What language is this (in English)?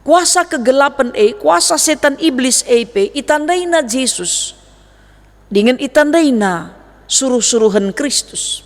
Batak Karo